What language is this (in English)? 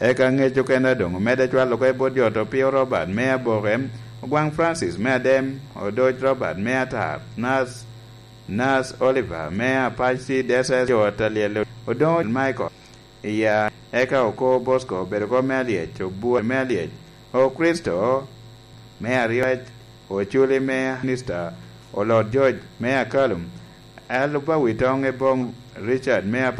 Lango (Uganda)